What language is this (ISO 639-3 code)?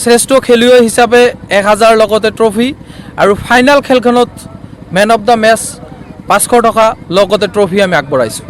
asm